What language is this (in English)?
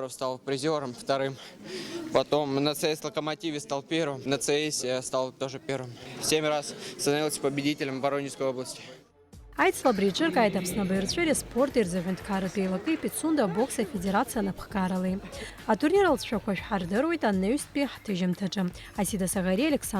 Abkhazian